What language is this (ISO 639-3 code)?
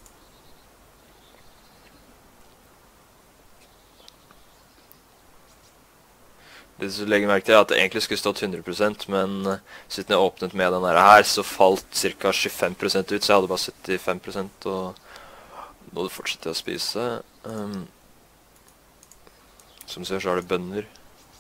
nor